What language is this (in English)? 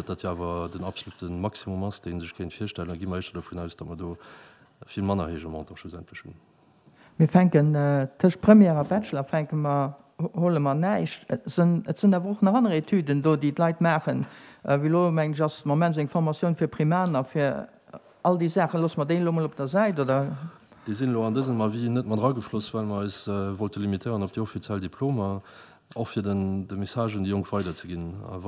Luxembourgish